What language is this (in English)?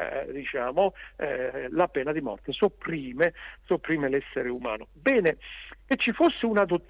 Italian